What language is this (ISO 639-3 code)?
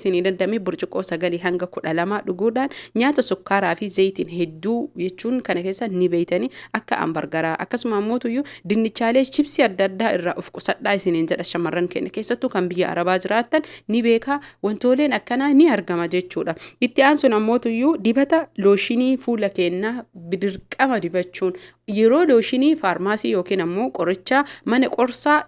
orm